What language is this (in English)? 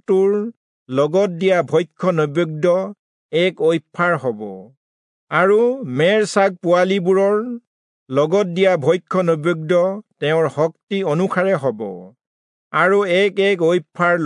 Assamese